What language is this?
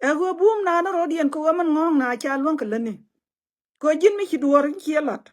Nuer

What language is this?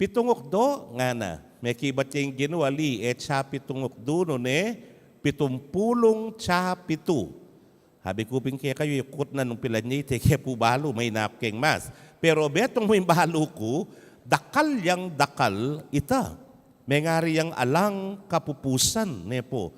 Pampanga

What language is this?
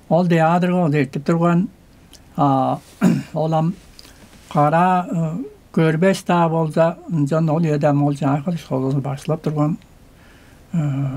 Tuvinian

